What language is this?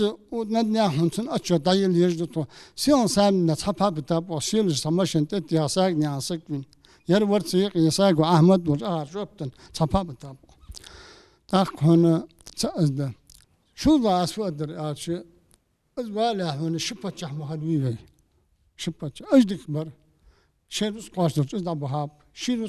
Ingush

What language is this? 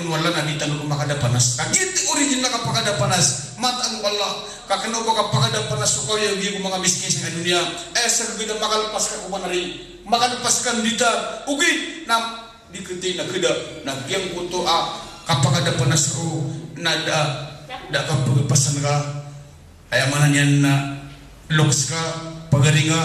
Maranao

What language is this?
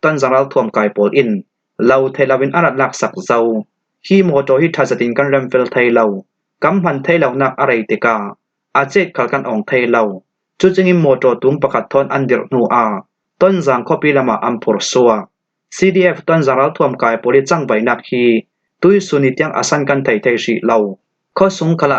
Falam Chin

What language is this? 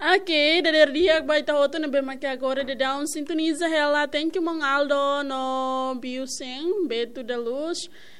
Tetum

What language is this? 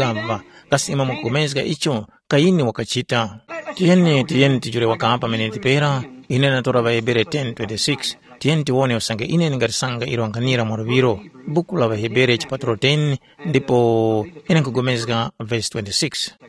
Tumbuka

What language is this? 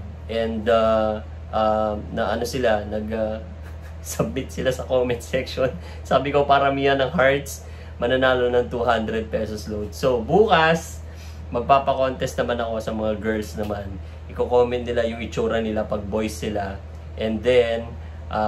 Filipino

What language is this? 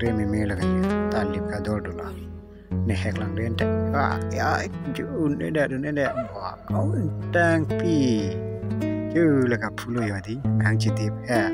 Karbi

